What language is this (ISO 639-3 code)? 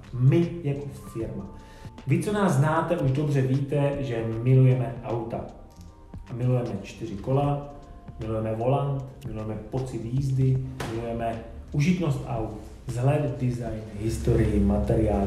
ces